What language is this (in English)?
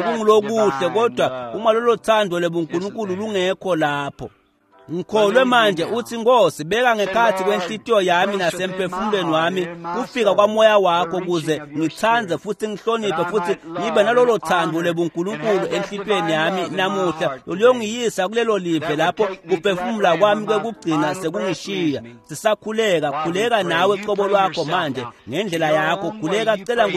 Swati